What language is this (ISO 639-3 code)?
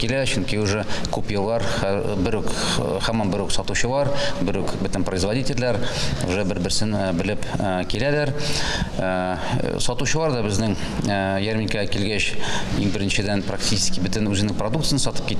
tat